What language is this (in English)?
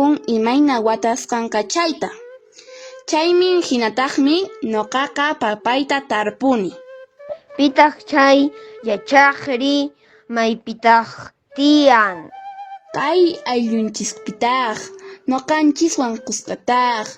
Quechua